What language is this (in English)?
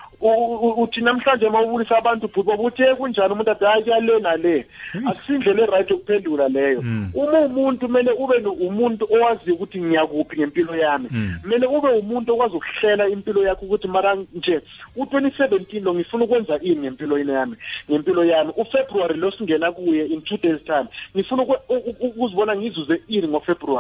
South Ndebele